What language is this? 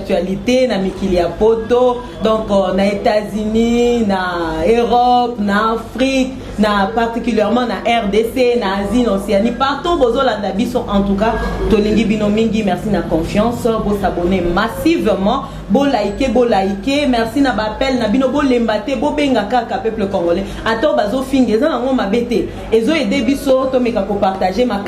Lingala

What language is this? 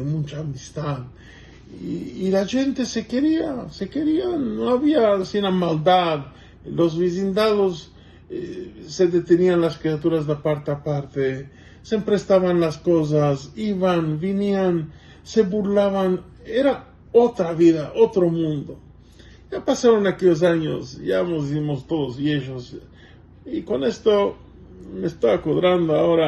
Ladino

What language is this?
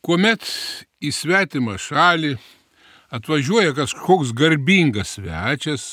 Lithuanian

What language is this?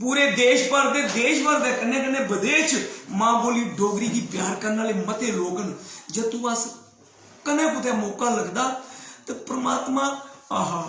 Dogri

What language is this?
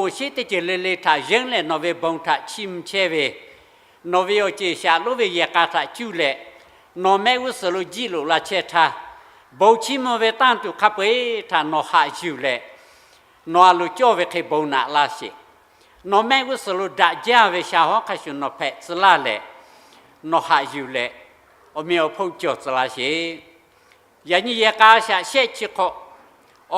Lahu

